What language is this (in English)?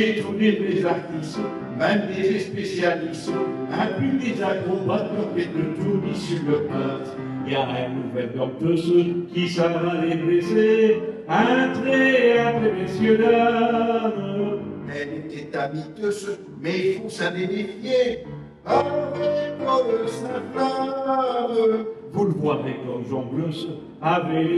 Picard